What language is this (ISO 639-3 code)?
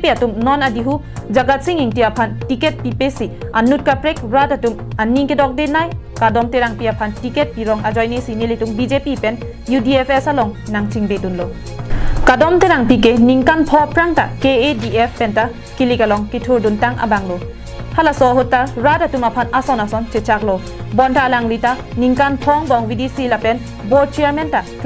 mjw